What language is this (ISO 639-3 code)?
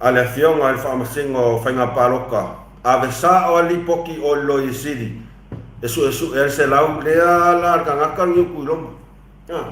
smo